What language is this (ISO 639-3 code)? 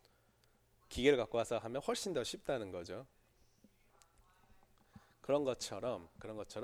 kor